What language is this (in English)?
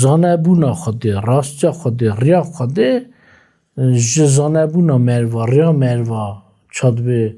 Kurdish